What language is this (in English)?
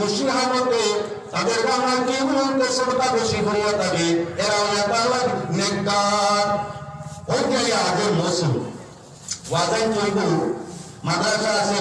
Sylheti